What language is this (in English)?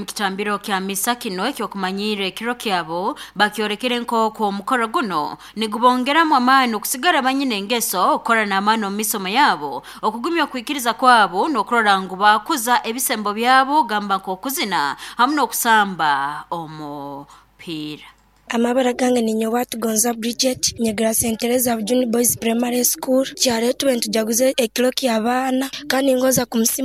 Nyoro